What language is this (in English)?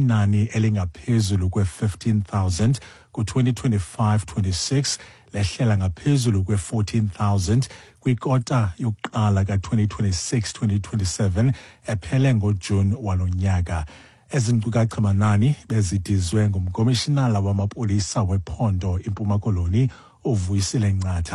Xhosa